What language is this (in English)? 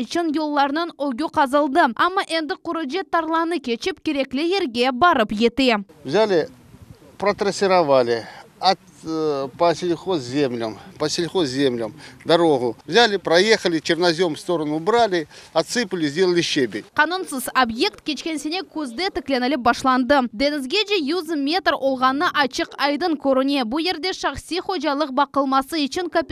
Crimean Tatar